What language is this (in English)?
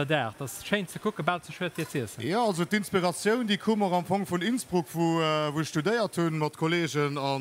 Luxembourgish